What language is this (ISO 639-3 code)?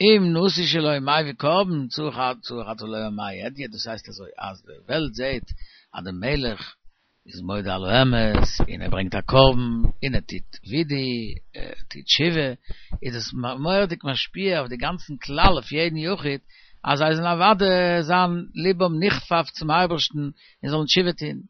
yid